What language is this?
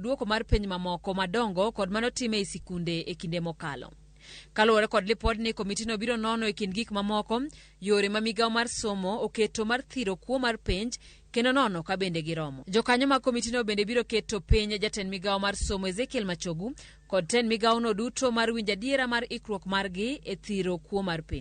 Luo (Kenya and Tanzania)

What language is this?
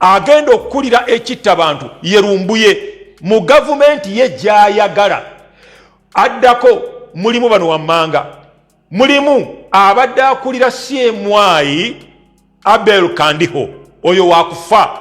Ganda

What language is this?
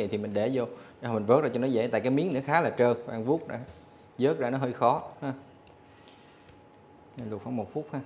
Vietnamese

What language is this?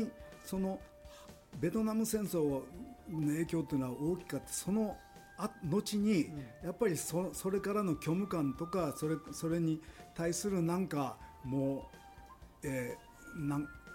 Japanese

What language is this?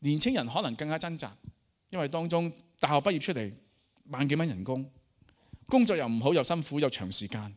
Cantonese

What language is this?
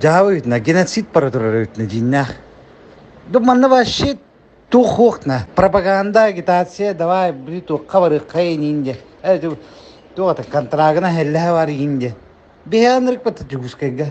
Yakut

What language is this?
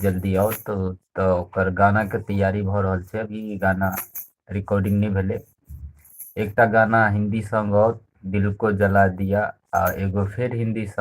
Maithili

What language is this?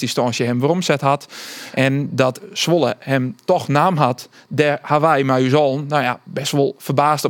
Western Frisian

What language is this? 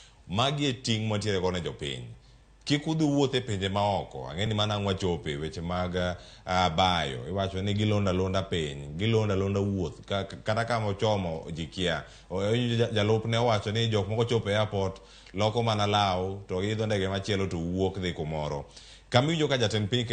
Luo (Kenya and Tanzania)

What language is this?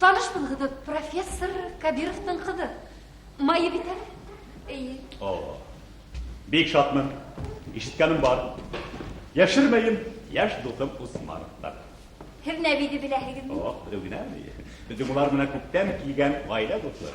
Bashkir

